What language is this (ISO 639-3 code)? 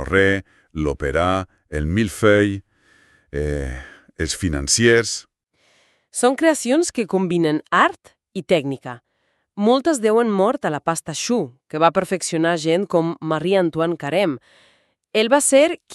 cat